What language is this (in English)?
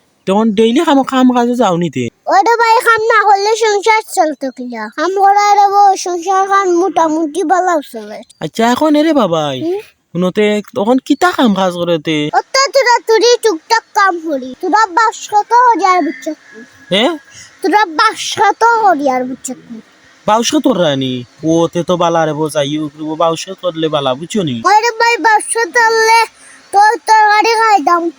Sylheti